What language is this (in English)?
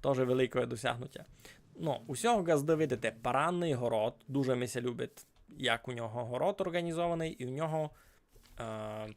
Rusyn